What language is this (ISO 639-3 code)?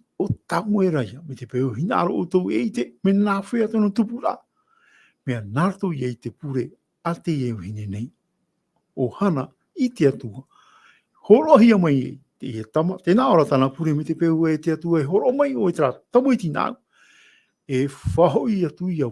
tah